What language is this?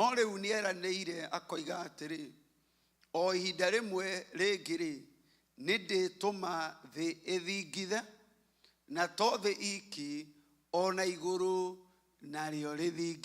Kikuyu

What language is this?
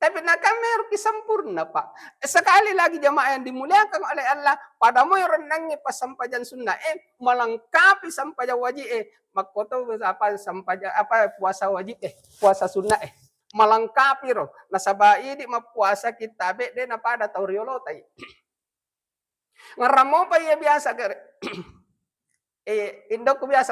Buginese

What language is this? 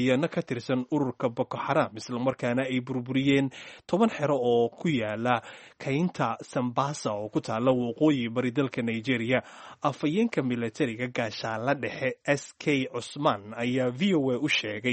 Somali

